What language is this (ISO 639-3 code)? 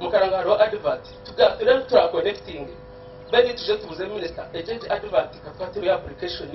nyn